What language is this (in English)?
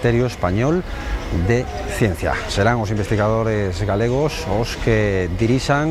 Galician